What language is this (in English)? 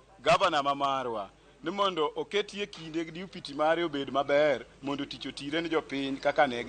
Luo (Kenya and Tanzania)